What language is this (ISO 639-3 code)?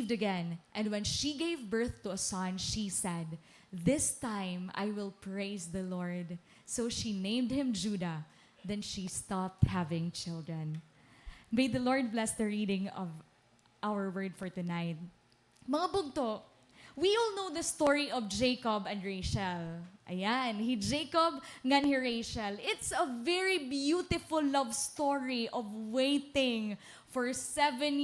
war